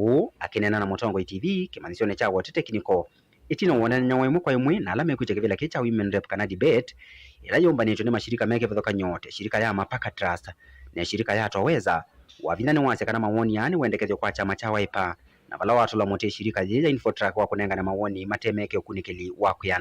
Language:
Kamba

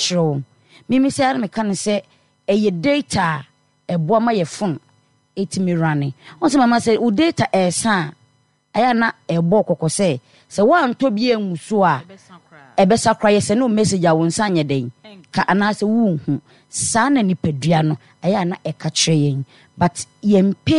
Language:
Akan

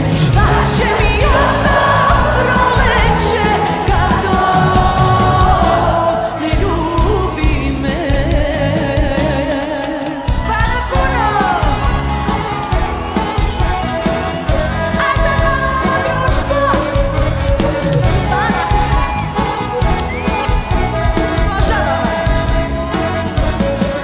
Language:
Serbian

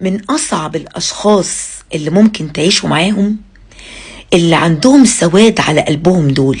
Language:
Egyptian Arabic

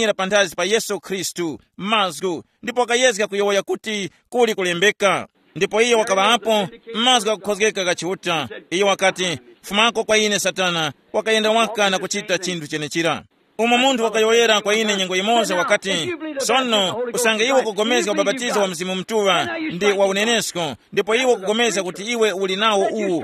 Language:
Tumbuka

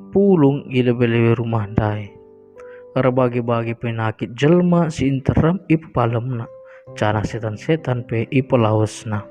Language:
Batak Karo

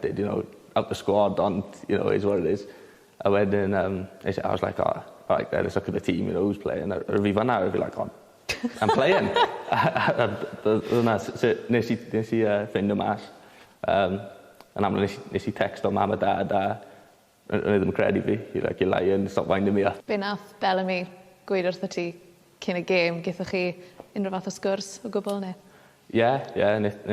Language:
Welsh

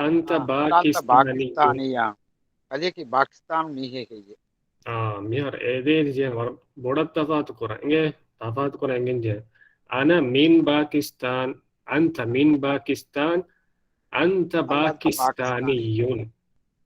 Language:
Divehi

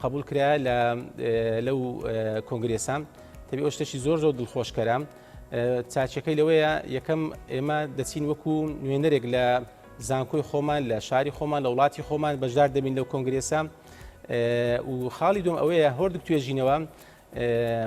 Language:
Central Kurdish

